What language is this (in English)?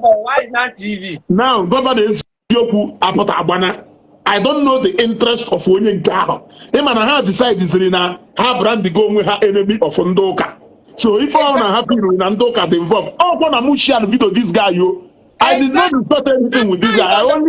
Igbo